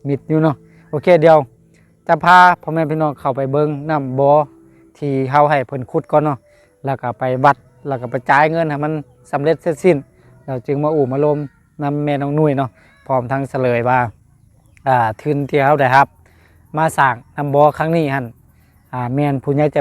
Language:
Lao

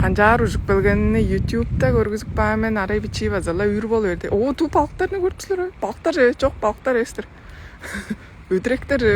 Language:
Tuvinian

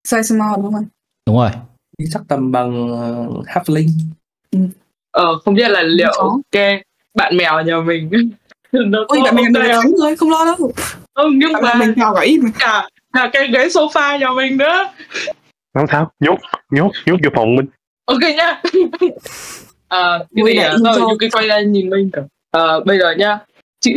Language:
Vietnamese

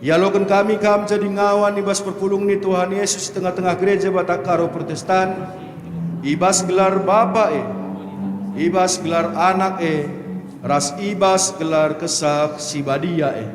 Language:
Batak Karo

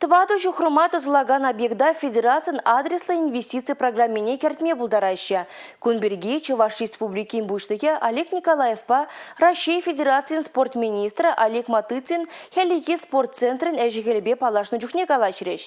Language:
Chuvash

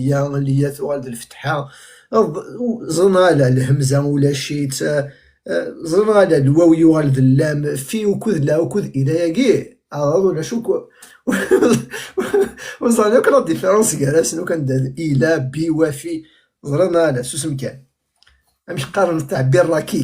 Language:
Kabyle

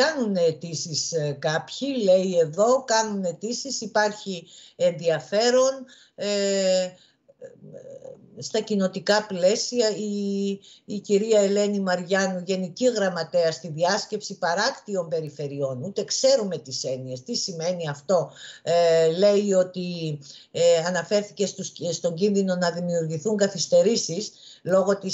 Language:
Greek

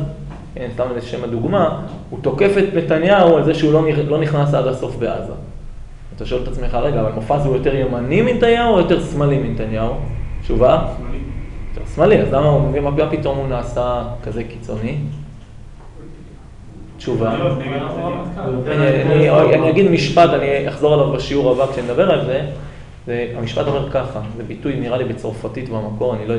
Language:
Hebrew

